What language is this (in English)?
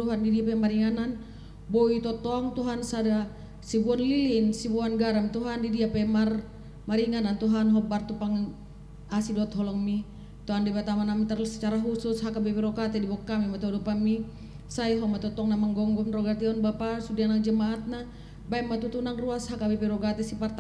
Batak Toba